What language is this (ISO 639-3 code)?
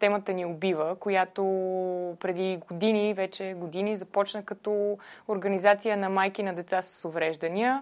bul